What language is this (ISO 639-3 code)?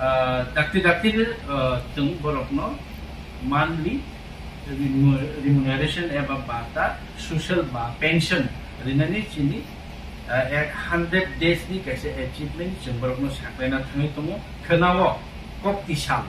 ria